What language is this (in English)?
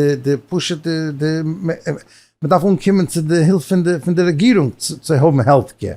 Yiddish